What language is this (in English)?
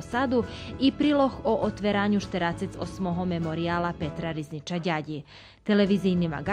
Rusyn